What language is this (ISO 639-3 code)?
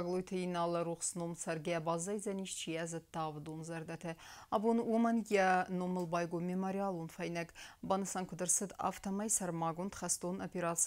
oss